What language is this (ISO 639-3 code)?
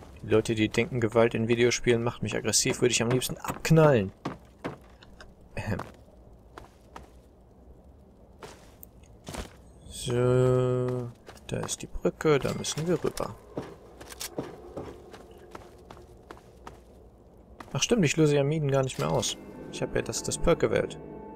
deu